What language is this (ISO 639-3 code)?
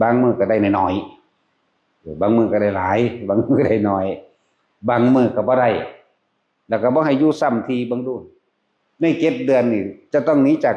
tts